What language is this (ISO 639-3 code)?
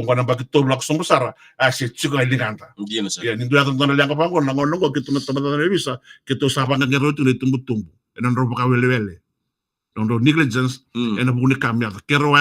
fij